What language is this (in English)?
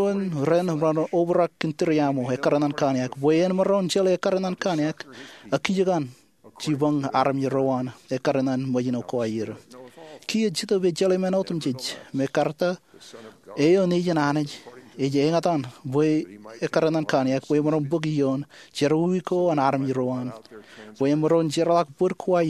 Marshallese